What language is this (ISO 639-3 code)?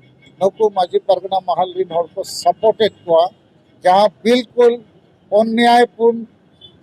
sat